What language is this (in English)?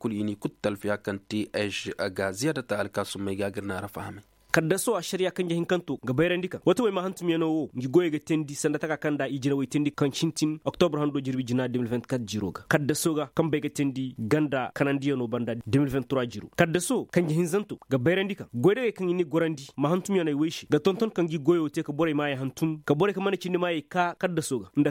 Zarma